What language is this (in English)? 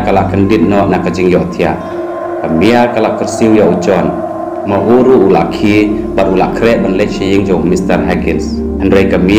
Khasi